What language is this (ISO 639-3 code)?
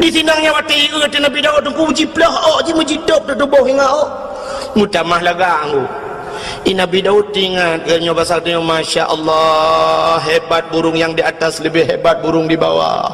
ace